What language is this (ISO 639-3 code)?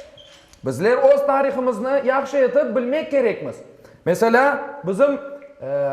crh